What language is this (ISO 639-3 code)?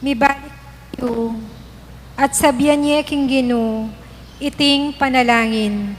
pam